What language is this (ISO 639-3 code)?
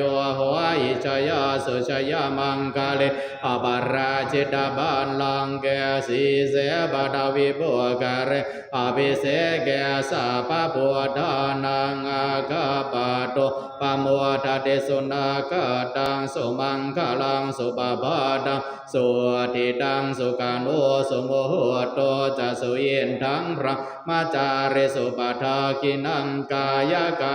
pli